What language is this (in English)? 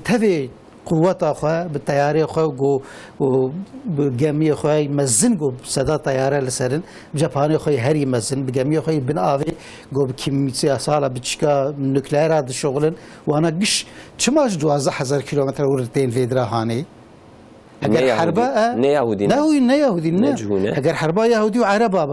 Kurdish